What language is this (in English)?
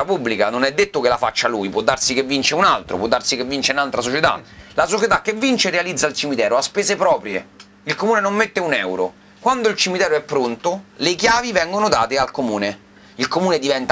Italian